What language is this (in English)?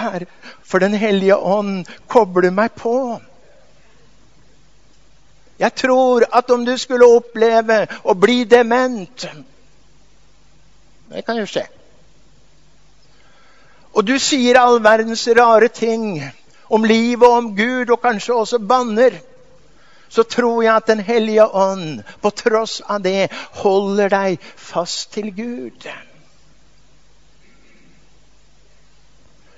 Norwegian